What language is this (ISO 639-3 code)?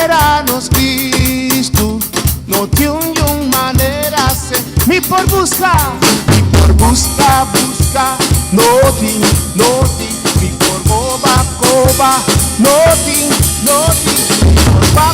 pap